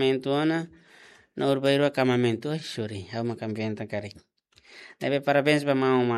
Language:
Tetum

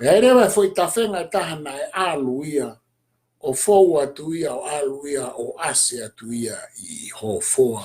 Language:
Tongan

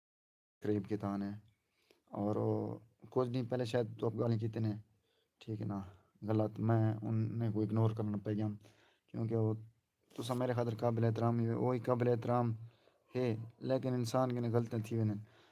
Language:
Saraiki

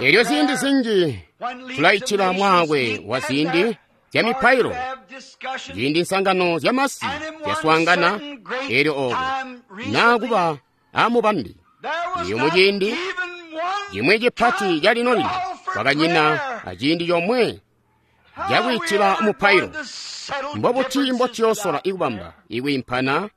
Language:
Tonga (Zambia)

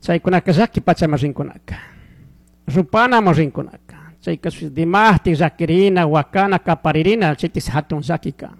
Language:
Chimborazo Highland Quichua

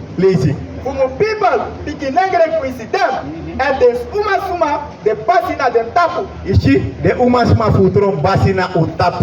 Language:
Sranan Tongo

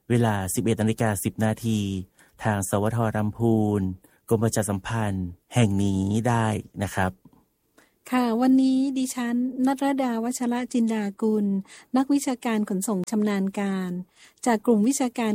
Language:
Thai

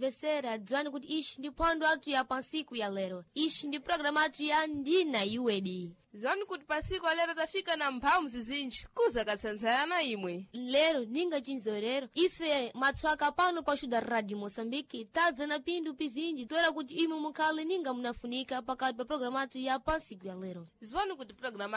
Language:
Sena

